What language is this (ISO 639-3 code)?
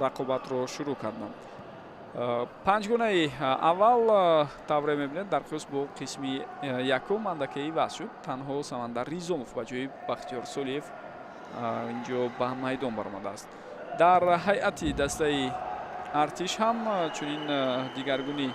tgk